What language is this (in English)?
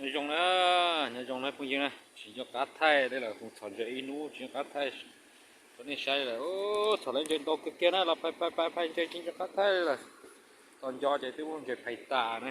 Hmong